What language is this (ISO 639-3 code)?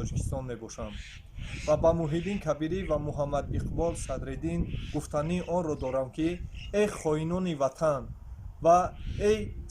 tgk